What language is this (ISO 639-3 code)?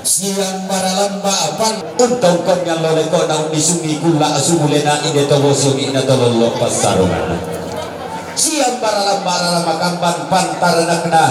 sda